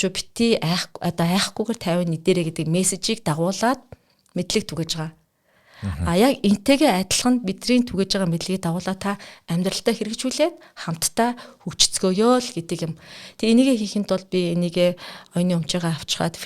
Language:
Mongolian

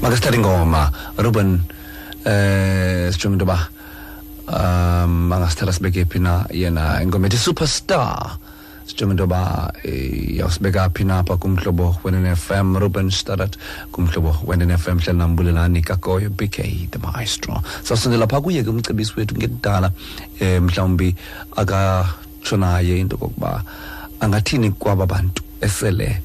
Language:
Xhosa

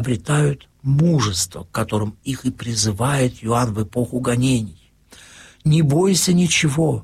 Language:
Russian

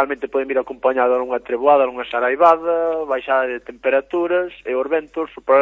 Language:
Galician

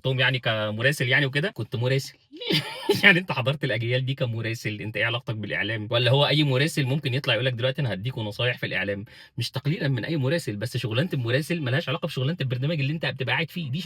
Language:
Egyptian Arabic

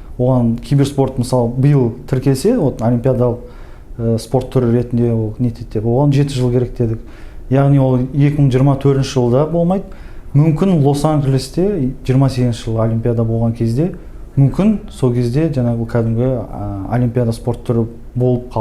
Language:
Kazakh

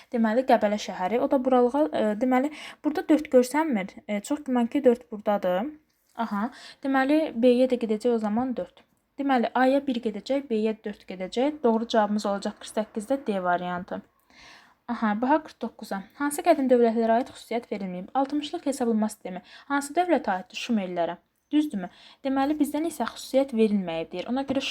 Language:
Azerbaijani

